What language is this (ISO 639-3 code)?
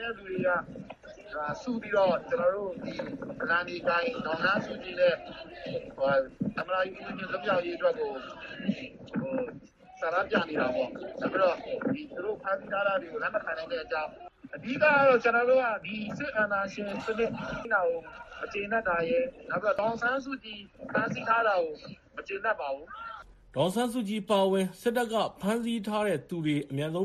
mya